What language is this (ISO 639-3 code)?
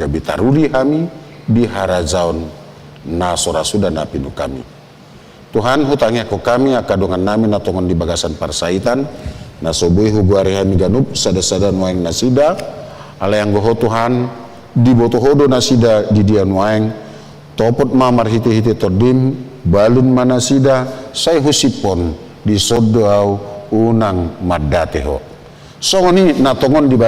bbc